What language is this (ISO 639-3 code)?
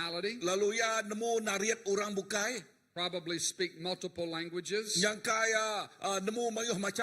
iba